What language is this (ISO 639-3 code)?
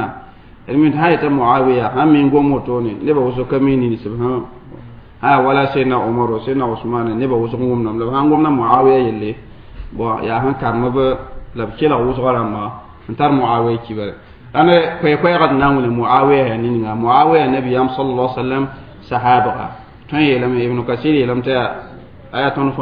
mos